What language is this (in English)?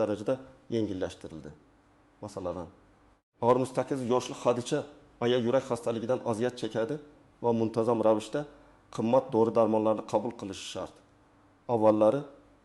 Uzbek